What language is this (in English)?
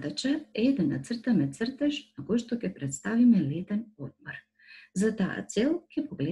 Macedonian